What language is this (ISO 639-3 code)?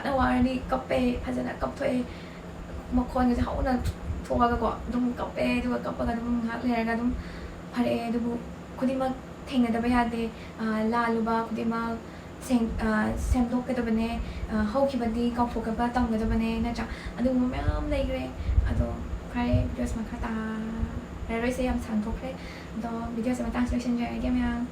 mni